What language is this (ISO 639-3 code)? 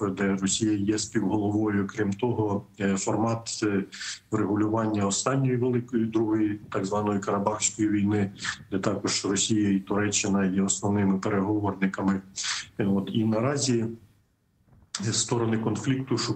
ukr